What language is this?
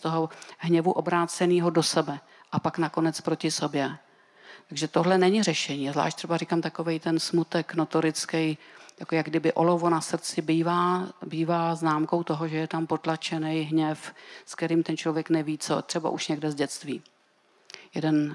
Czech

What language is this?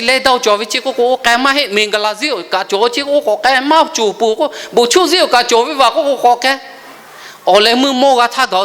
Lahu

